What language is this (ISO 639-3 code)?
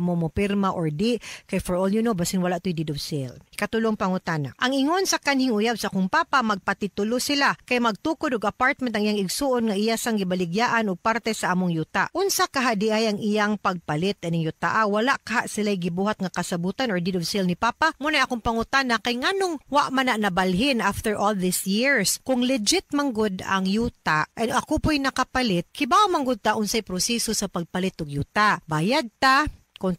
ceb